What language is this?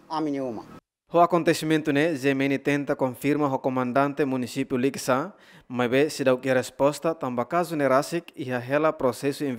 Tetum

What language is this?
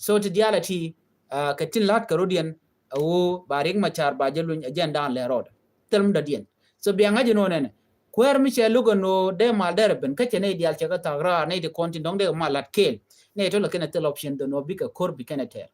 Nuer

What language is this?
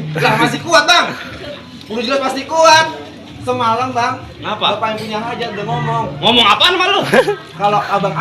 Betawi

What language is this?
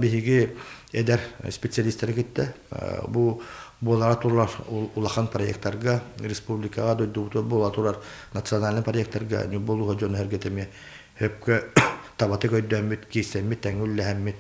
Yakut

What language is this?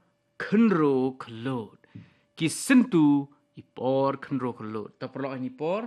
Khasi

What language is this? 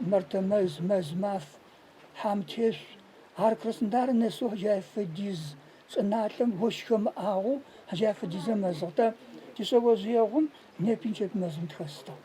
Adyghe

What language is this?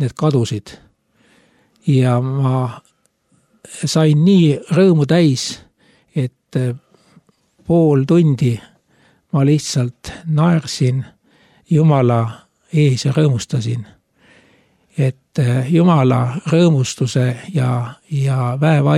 Estonian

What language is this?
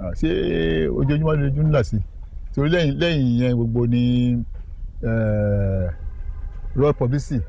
Yoruba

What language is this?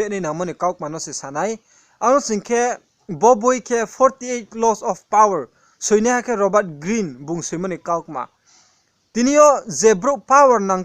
Riang (India)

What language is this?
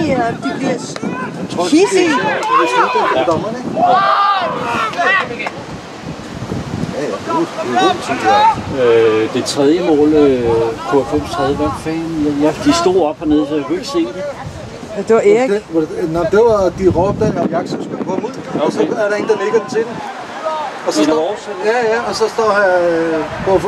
Danish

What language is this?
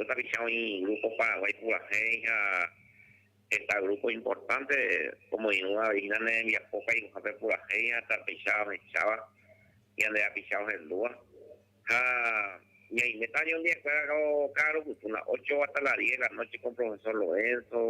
Guarani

